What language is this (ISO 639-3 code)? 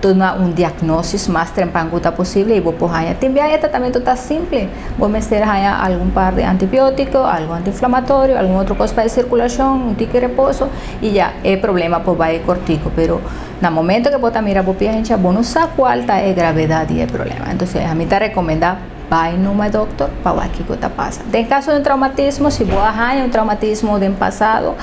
pap